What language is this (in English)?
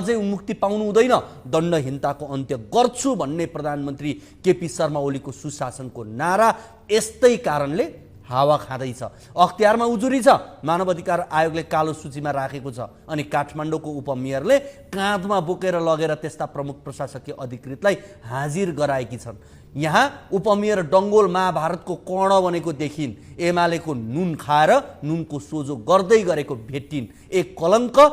Nepali